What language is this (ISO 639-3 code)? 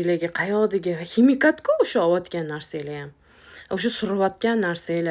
uzb